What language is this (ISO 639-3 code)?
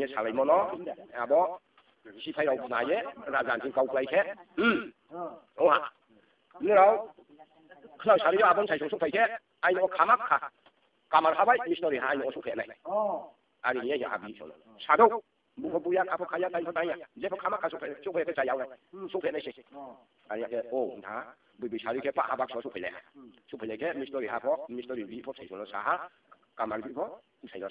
ria